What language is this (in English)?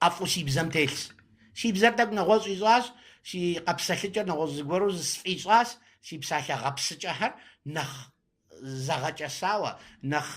Kabardian